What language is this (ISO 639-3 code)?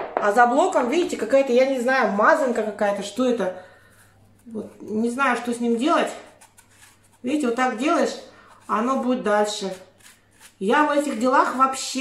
rus